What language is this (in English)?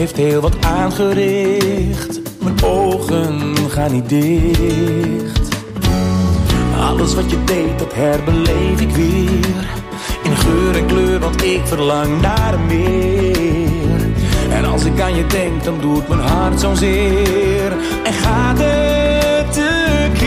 Dutch